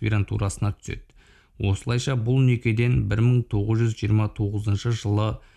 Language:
Kazakh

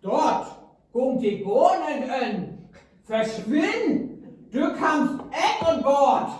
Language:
Northern Frisian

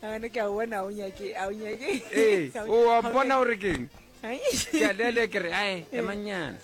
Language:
Northern Sotho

